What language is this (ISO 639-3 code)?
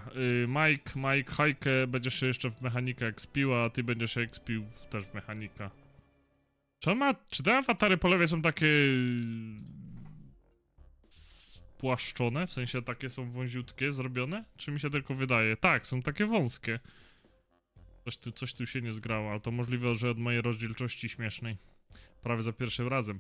pol